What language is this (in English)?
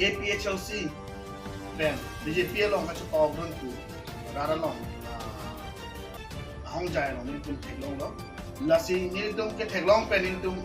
Karbi